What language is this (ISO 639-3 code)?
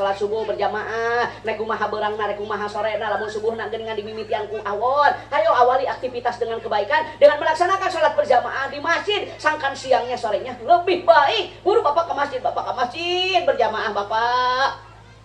sun